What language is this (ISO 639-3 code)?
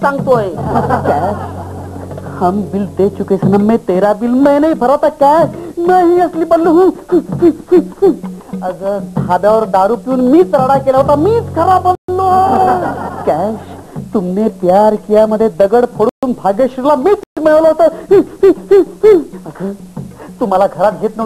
mar